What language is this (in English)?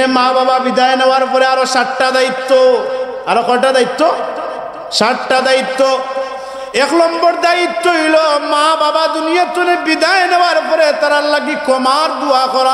Sylheti